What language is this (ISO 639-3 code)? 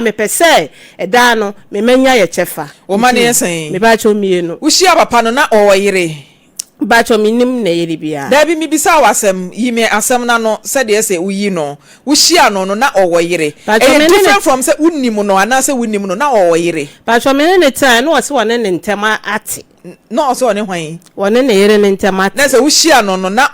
aka